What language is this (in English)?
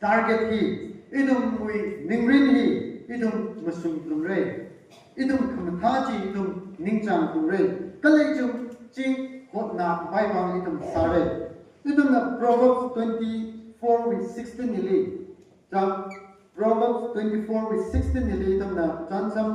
Tangkhul Naga (India)